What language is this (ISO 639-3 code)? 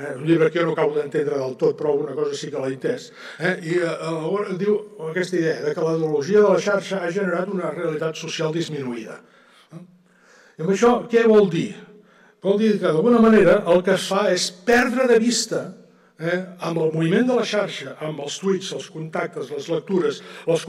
cat